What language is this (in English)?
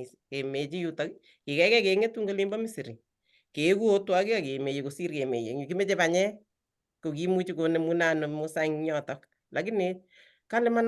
Kalenjin